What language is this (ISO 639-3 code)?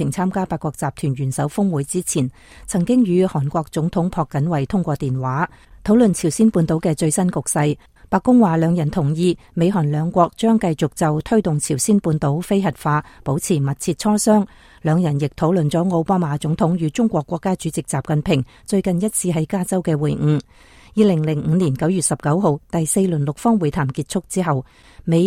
yue